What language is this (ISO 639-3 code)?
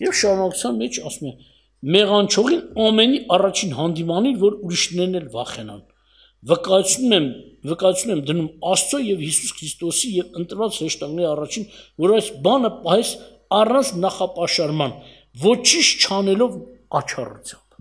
hye